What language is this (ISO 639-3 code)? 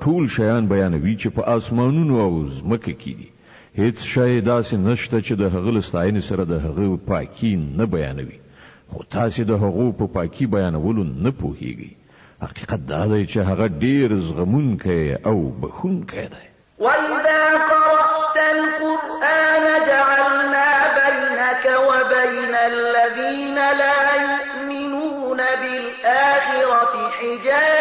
pus